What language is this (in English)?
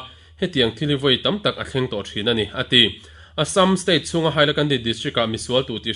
Mizo